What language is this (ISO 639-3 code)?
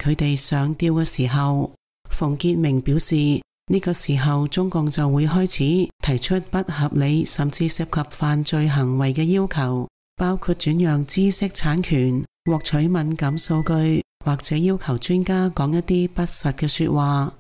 yue